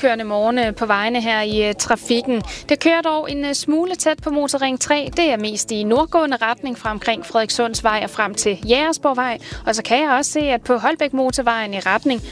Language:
Danish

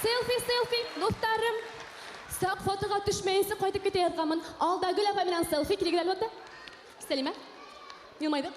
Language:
Bashkir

